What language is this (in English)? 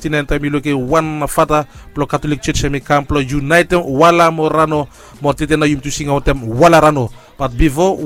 Bislama